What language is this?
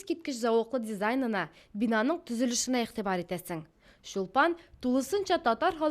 Tatar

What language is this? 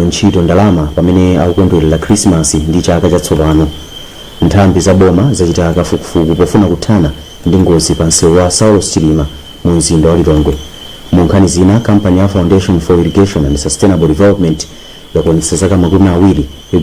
Nyanja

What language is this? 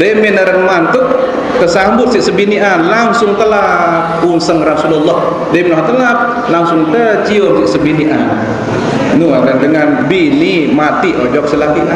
Sasak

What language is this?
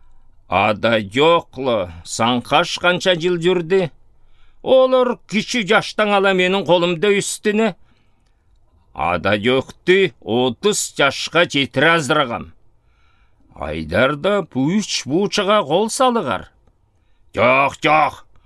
Southern Altai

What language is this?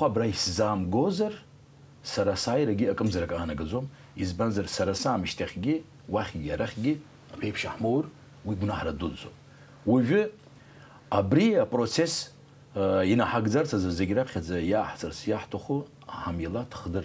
Abkhazian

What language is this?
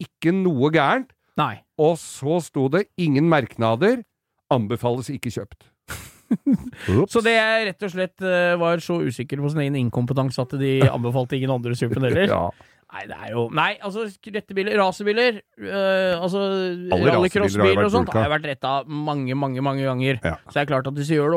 Norwegian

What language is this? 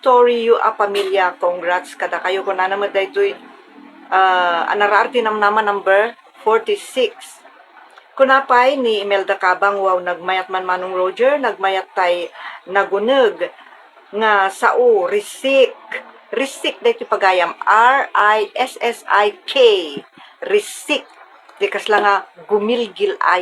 Iloko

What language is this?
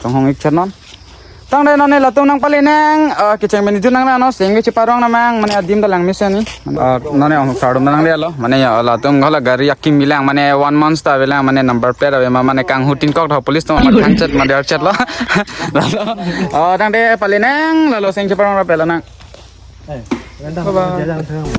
Karbi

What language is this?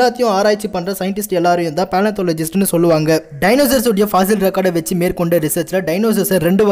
Tamil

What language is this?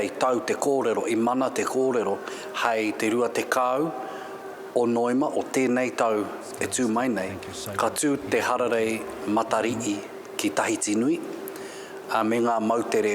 Māori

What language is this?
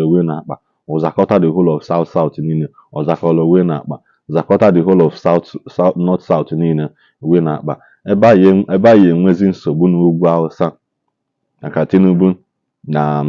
Igbo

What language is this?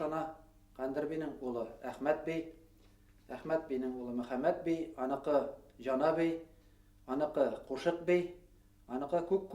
Bashkir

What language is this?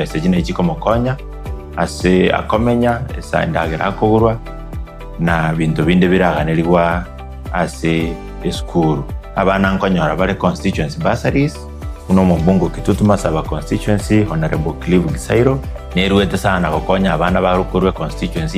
Gusii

